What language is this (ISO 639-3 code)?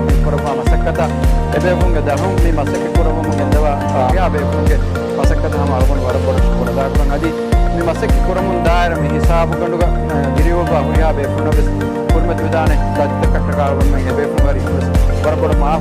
div